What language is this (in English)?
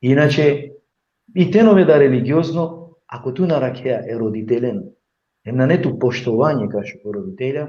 Balkan Romani